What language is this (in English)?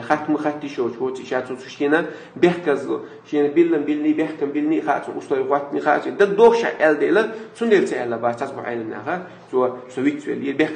Chechen